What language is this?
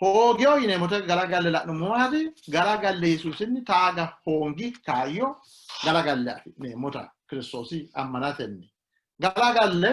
Sidamo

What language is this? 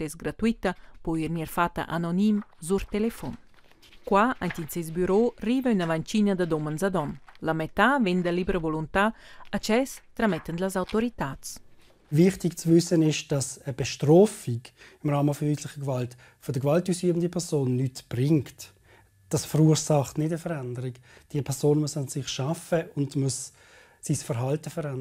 Romansh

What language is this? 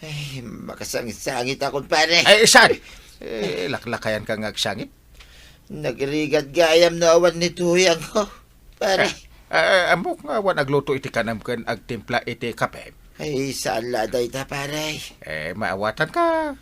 Iloko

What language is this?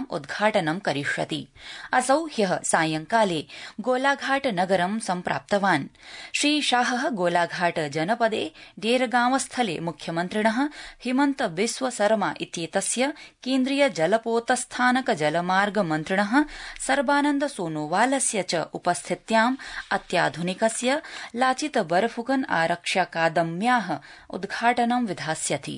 Sanskrit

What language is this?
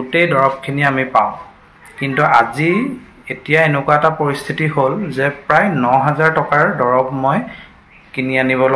Assamese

